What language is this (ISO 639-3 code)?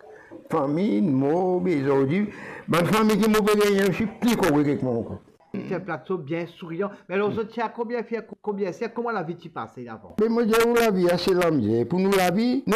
mfe